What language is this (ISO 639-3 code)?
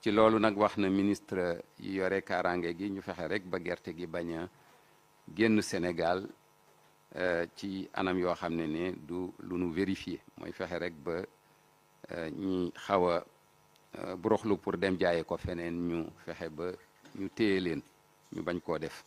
wol